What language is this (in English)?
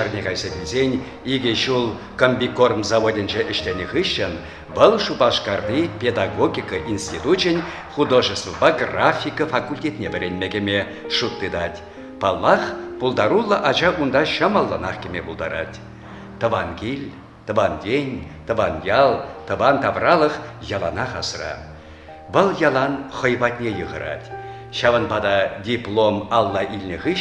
Chuvash